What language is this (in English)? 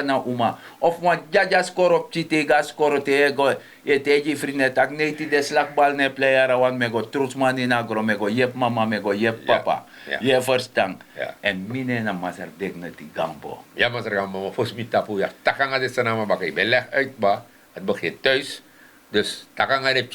Sranan Tongo